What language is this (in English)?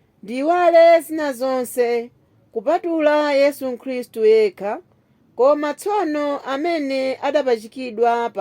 Nyanja